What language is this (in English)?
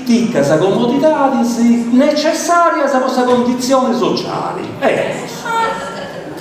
Sardinian